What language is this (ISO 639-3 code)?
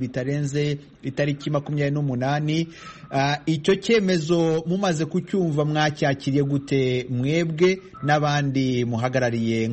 kin